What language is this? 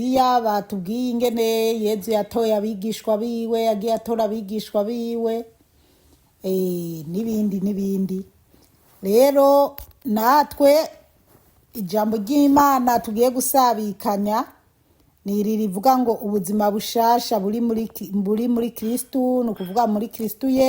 Rundi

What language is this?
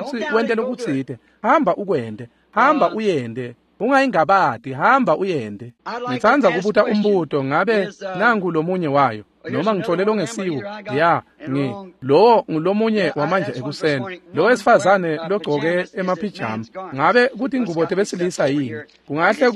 Swati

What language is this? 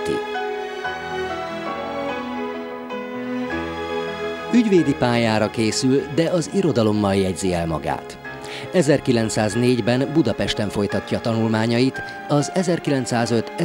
Hungarian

